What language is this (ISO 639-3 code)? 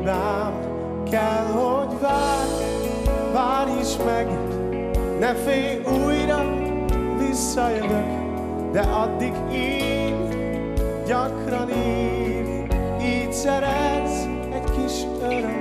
hun